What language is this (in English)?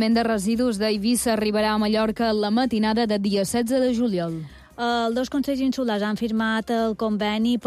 Catalan